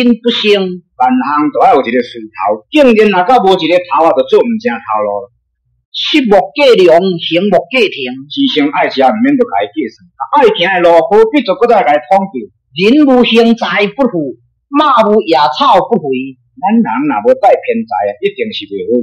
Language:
Min Nan Chinese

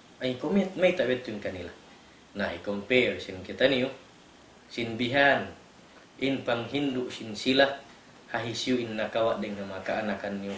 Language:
Tausug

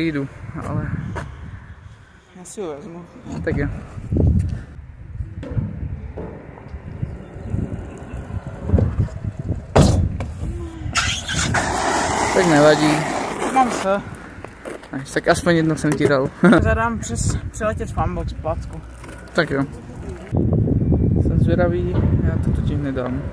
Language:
Czech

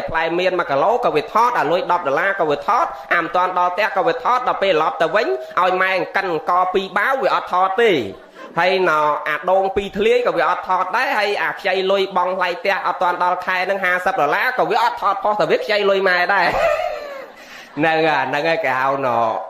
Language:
Khmer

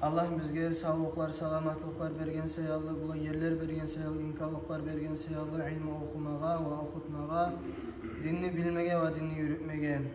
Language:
Kumyk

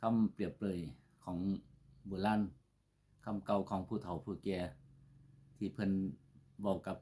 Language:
Northeastern Thai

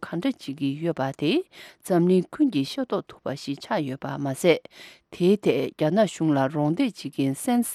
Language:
Tibetan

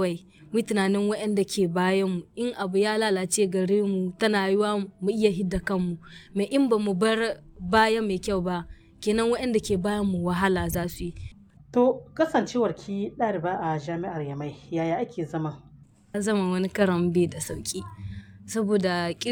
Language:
Hausa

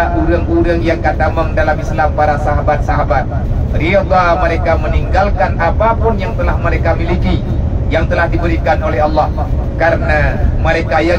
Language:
Achinese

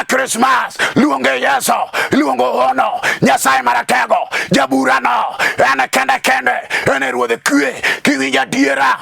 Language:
Luo (Kenya and Tanzania)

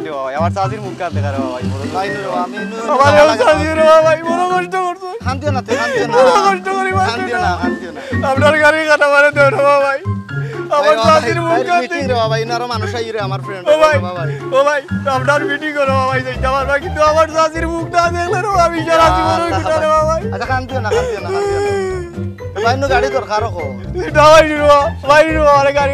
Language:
Sylheti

